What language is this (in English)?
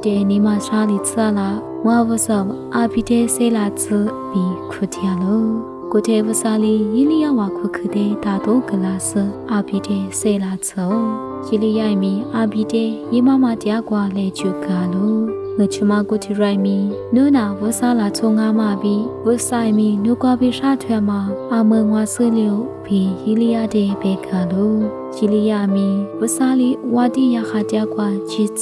Lisu